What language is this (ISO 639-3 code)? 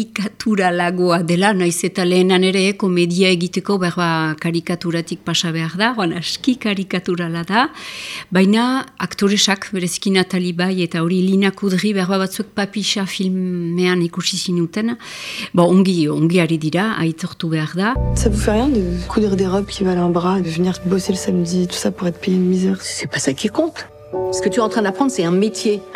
eus